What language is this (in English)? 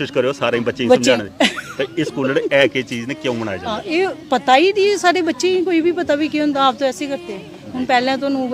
Dogri